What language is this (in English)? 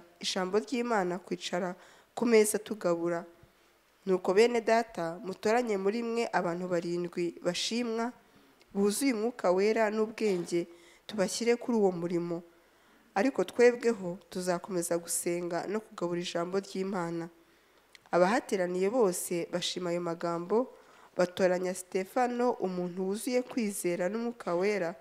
Kinyarwanda